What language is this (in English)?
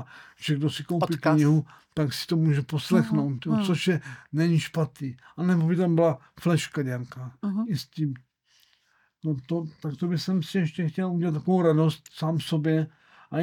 Czech